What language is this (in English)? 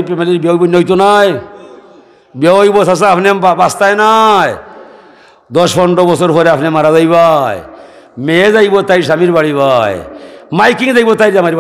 Sylheti